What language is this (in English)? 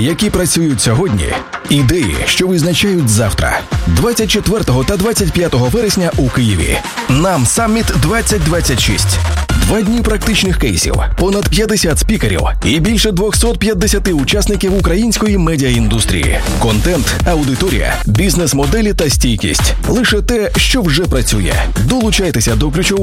Ukrainian